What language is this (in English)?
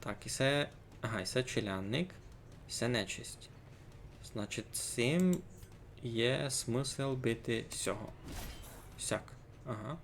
Rusyn